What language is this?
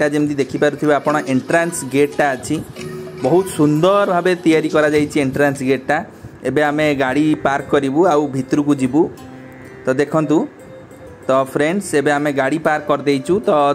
Odia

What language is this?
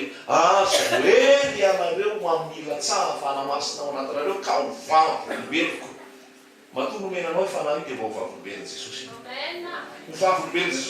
Malagasy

